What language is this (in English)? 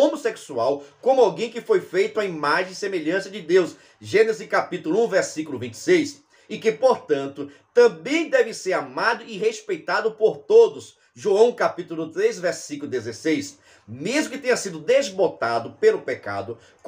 Portuguese